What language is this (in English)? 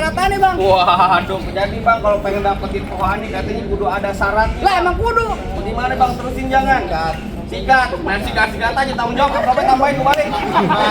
Betawi